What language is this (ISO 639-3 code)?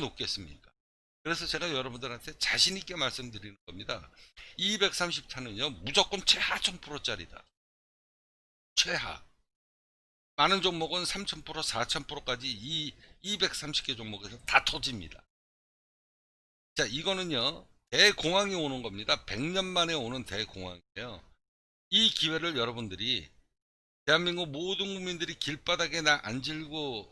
kor